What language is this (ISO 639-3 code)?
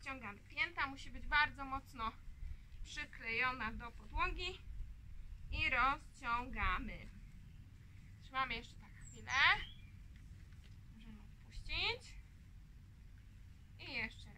pol